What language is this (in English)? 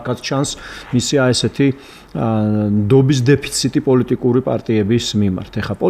Georgian